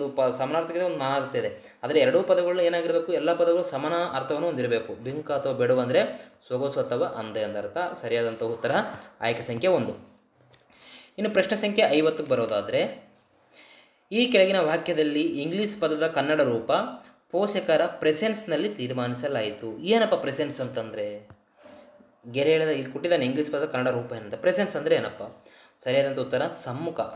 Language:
Kannada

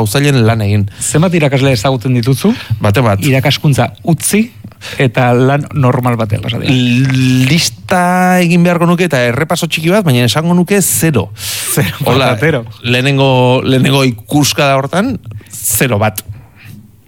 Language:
Basque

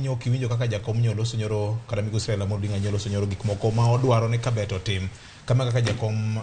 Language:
Luo (Kenya and Tanzania)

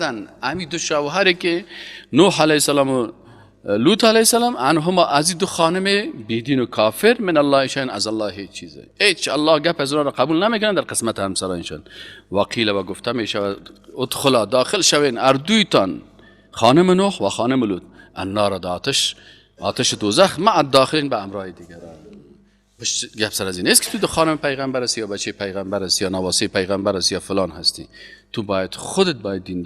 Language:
Persian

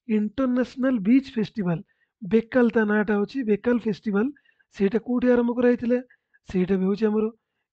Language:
Odia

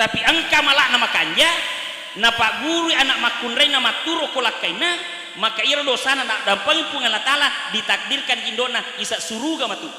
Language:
Buginese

